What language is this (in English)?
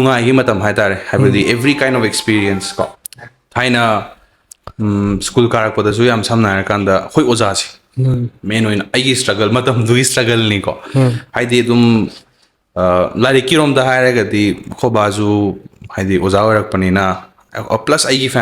Manipuri